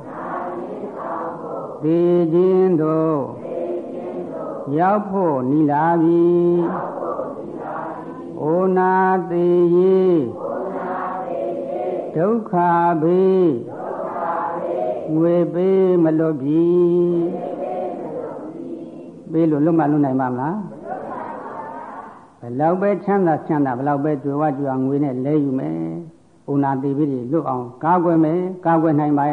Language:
Burmese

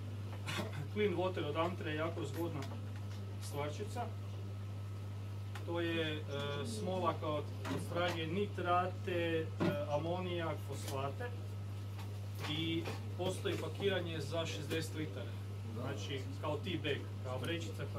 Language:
Croatian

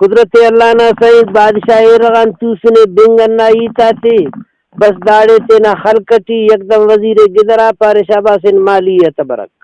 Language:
Brahui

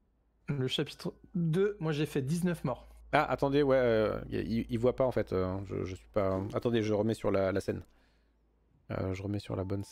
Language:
French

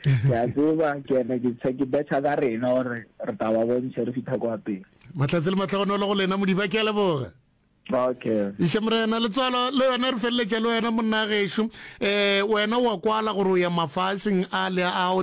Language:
Northern Sotho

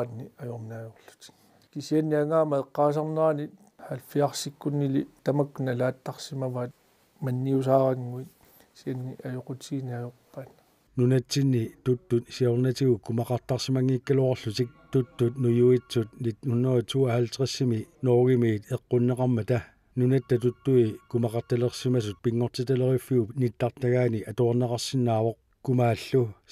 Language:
Kalaallisut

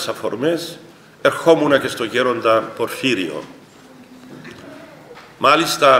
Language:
Greek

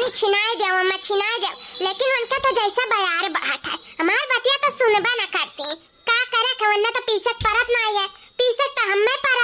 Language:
Awadhi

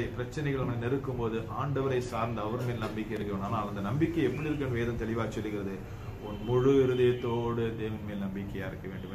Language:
Tamil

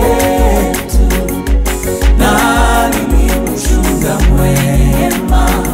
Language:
Swahili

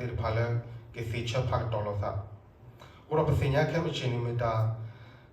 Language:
S'gaw Karen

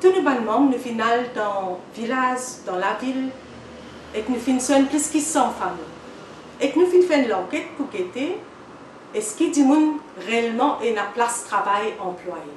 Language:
Morisyen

